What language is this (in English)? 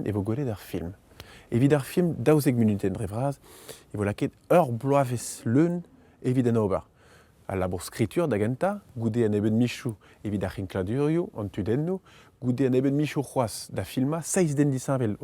Breton